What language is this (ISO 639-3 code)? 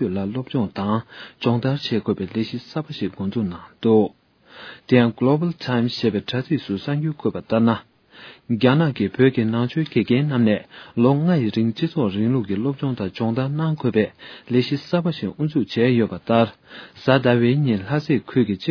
bod